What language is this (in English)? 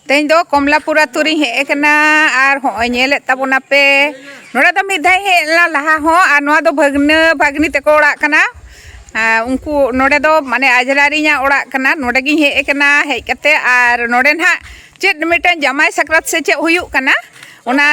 Santali